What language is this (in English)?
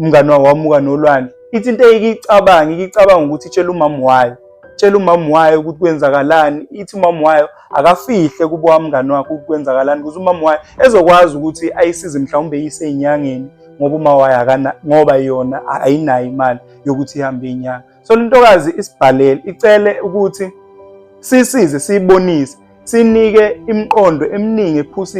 Zulu